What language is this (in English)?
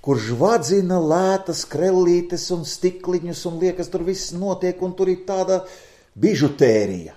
Latvian